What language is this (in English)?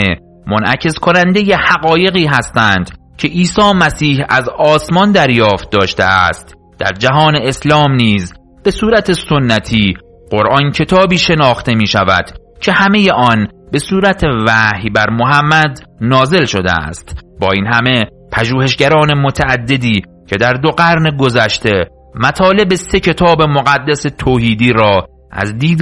Persian